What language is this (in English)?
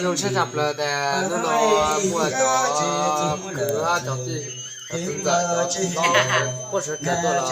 Hmong